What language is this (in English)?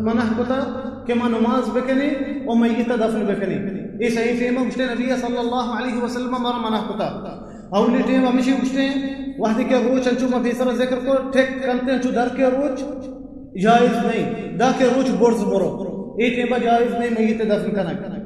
Baluchi